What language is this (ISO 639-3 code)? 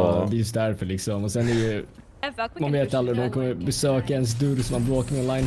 swe